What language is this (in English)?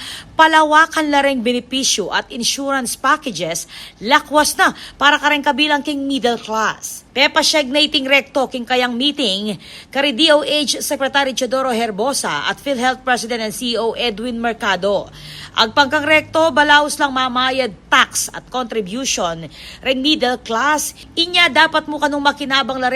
Pampanga